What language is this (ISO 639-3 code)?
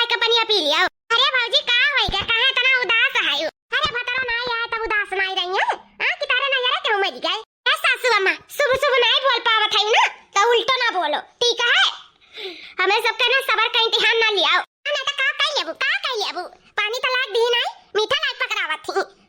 awa